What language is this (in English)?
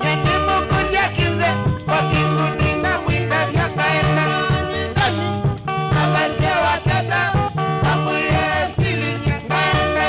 Kamba